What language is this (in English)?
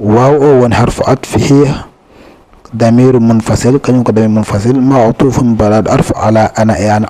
Fula